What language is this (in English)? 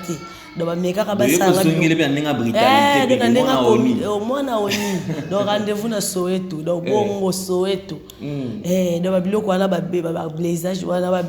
Lingala